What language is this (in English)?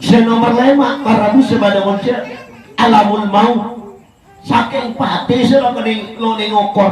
Madurese